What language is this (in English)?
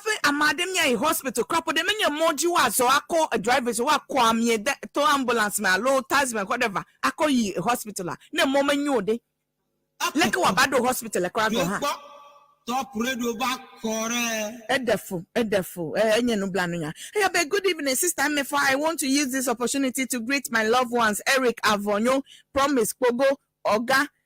Ewe